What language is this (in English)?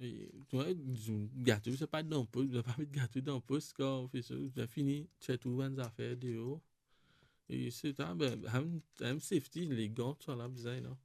Morisyen